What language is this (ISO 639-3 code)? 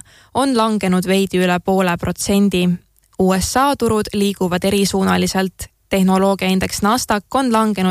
est